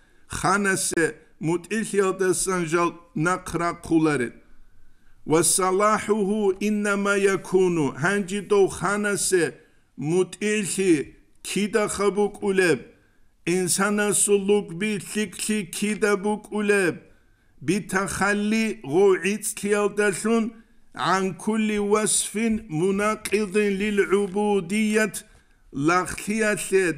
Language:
Avaric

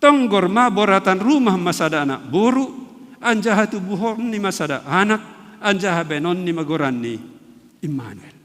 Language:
Batak Simalungun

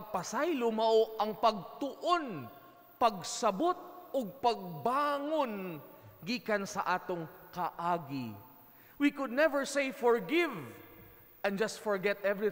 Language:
Cebuano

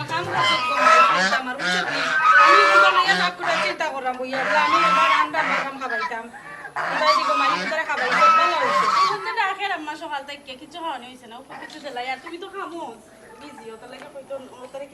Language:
Sylheti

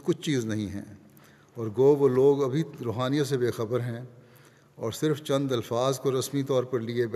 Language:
Urdu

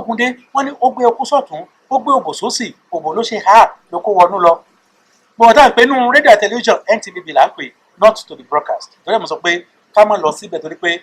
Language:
Yoruba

